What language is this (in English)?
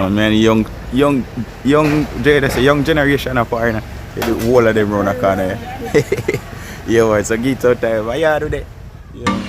Jamaican Creole English